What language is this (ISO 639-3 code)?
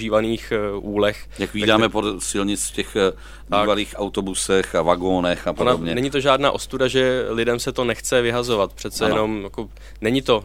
ces